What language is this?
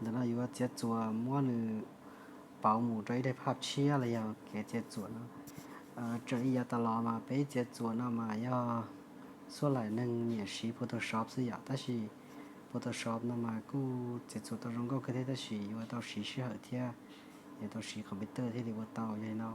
Hmong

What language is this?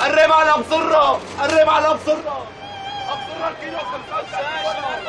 North Levantine Arabic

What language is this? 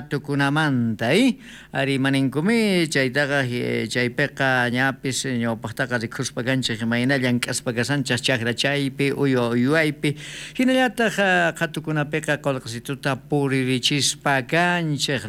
South Bolivian Quechua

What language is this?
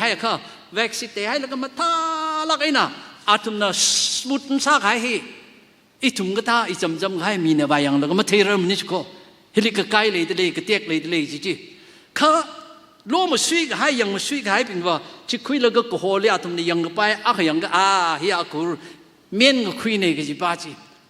Tangkhul Naga (India)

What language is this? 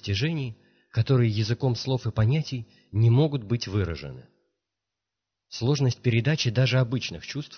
Russian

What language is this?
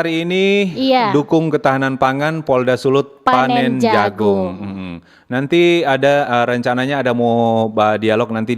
Manado Malay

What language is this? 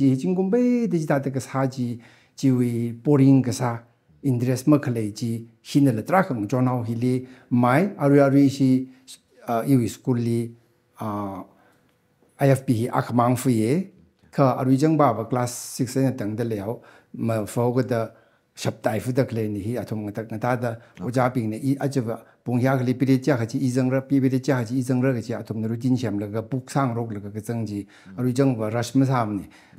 Tangkhul Naga (India)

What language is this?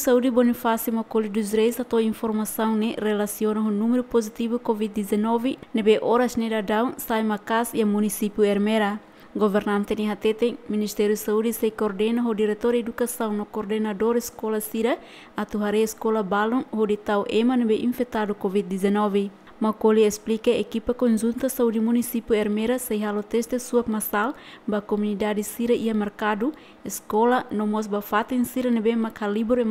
Tetum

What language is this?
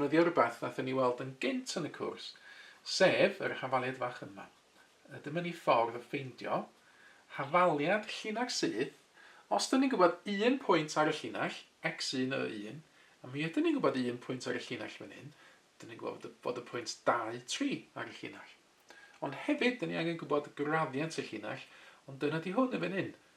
Welsh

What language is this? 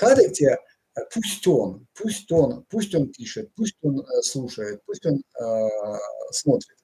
Erzya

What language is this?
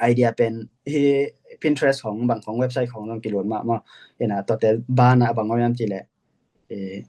Tedim Chin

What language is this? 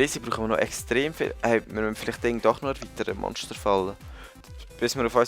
Swiss German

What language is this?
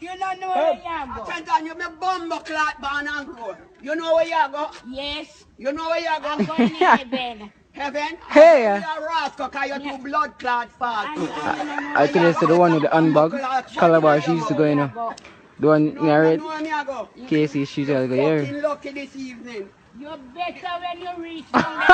Jamaican Creole English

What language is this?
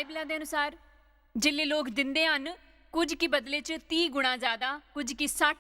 Dogri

